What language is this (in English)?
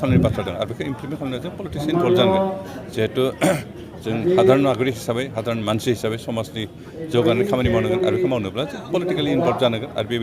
Bodo